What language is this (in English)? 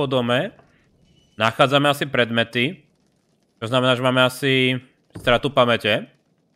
Slovak